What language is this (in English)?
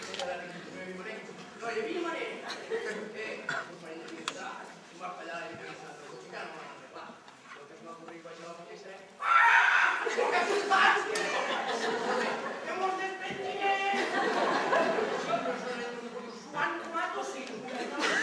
Catalan